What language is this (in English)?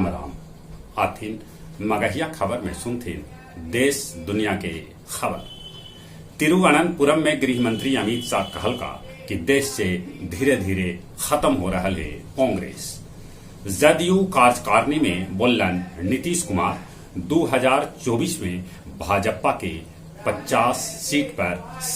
Magahi